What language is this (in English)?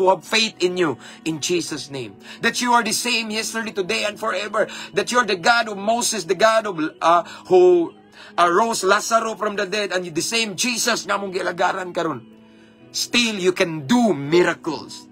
Cebuano